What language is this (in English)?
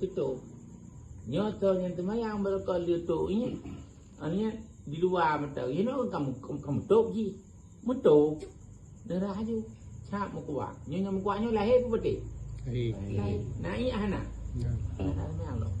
Achinese